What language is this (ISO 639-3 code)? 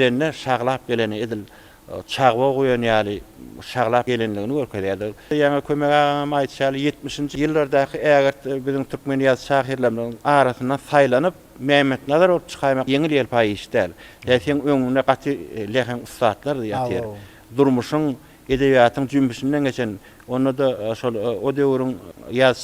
tuk